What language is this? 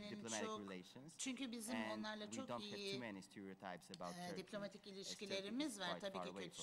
Turkish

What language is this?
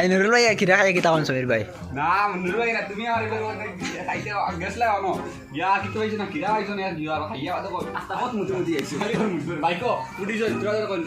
Sylheti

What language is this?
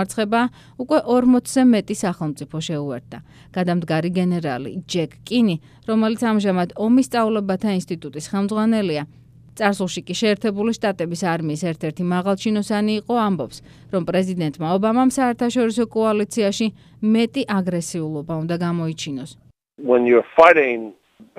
Georgian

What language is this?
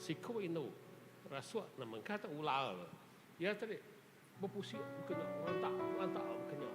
Iban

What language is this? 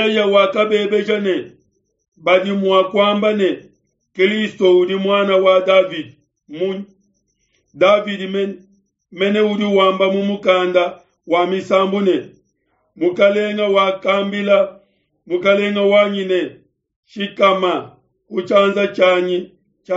Luba-Lulua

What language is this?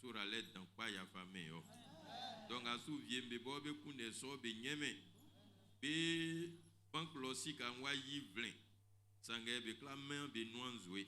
Baoulé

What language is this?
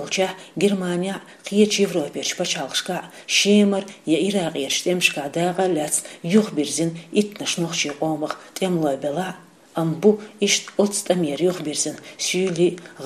Chechen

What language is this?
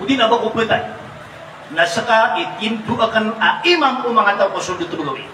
Maranao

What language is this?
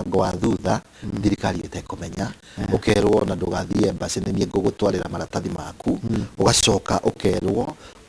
Kikuyu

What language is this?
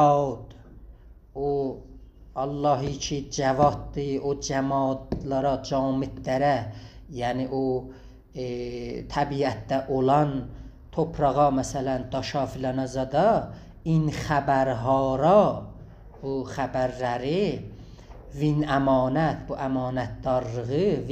South Azerbaijani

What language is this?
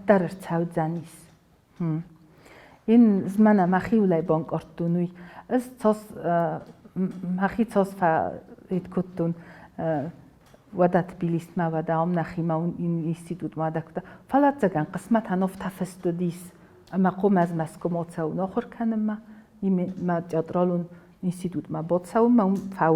Ossetic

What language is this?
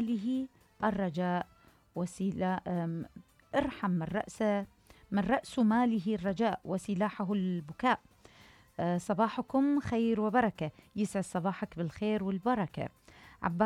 Mesopotamian Arabic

